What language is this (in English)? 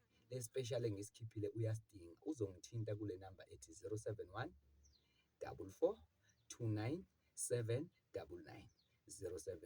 Zulu